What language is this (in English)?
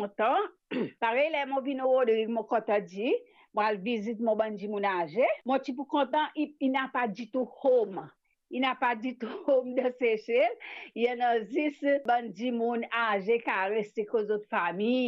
Morisyen